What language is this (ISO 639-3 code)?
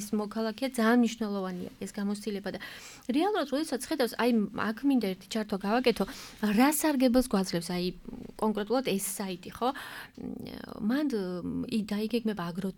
kat